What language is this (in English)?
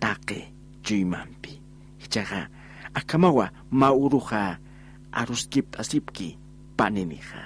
Aymara